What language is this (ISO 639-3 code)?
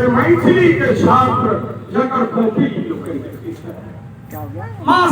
mai